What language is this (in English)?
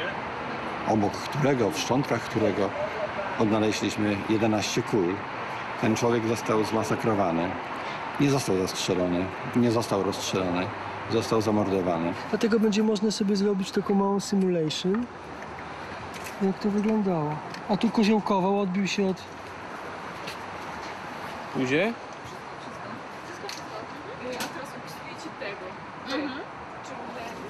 Polish